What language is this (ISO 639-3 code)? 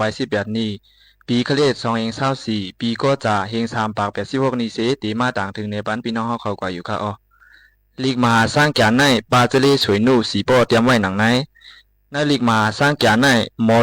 shn